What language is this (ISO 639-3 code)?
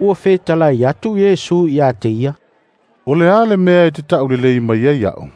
smo